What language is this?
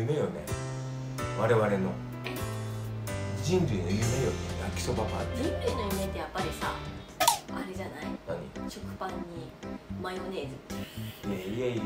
Japanese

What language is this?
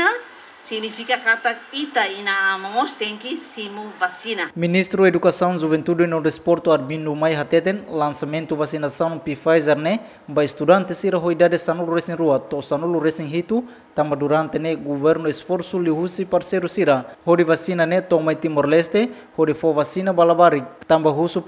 Tetum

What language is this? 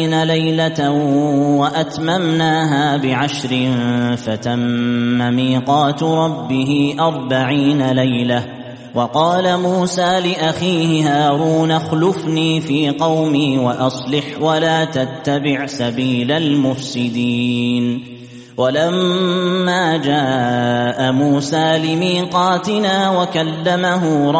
Arabic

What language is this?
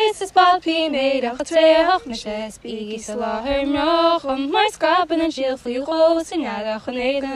Irish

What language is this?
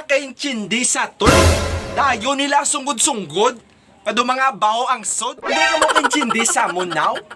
Hiligaynon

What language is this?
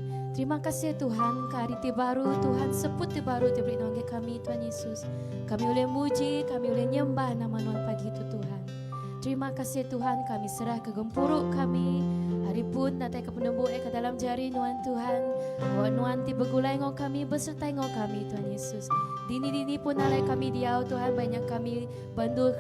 Iban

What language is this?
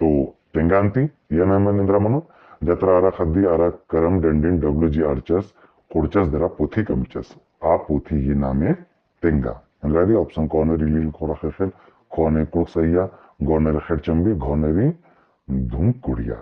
Kurukh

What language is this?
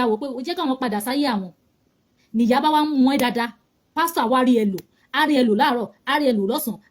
Yoruba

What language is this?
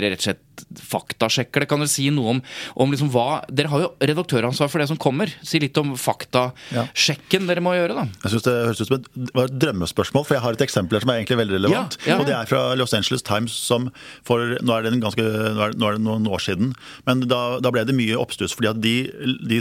Norwegian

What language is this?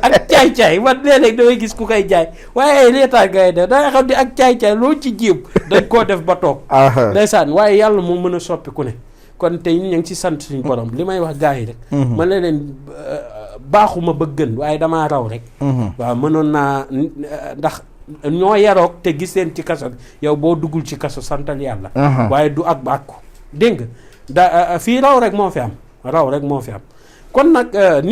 Wolof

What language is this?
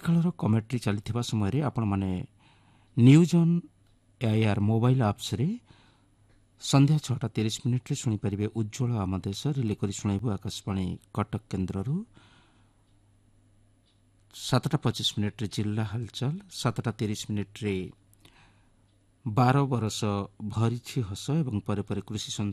Odia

